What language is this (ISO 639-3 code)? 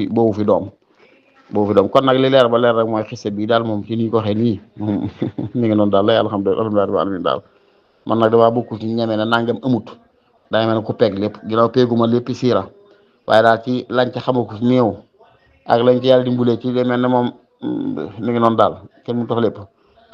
wol